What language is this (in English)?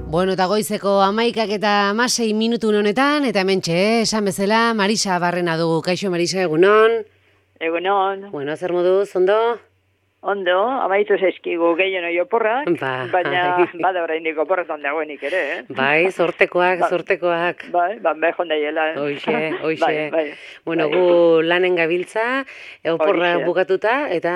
Basque